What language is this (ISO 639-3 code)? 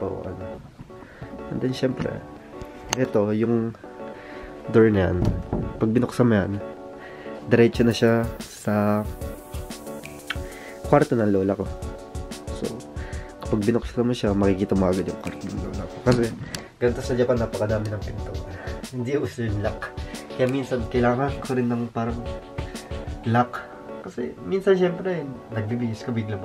fil